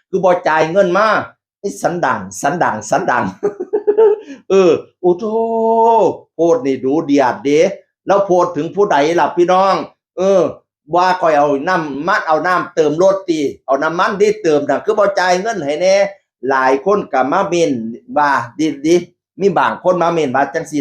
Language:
Northeastern Thai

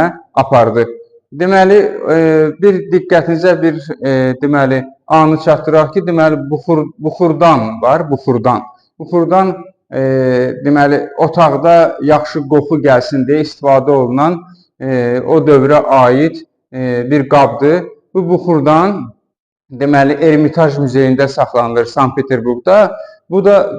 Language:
Azerbaijani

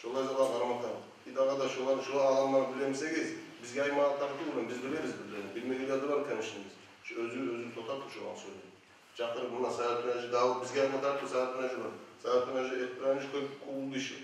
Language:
Kumyk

